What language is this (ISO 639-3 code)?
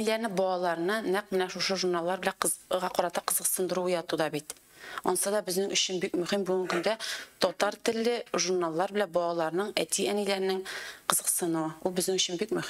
tat